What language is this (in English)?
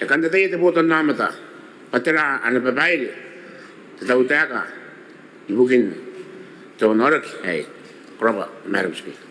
Gilbertese